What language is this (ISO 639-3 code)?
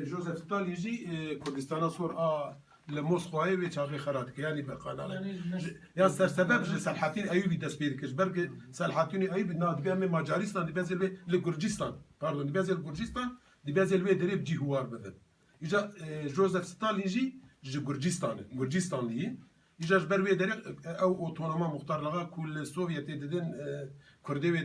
kur